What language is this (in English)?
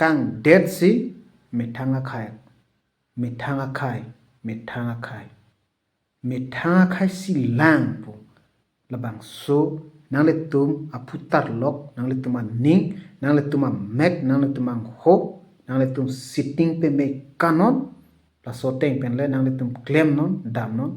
Karbi